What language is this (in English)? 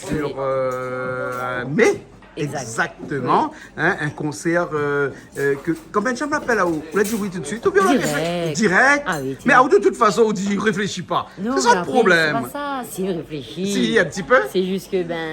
Réunion Creole French